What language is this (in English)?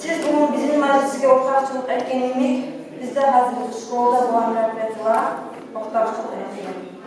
Kumyk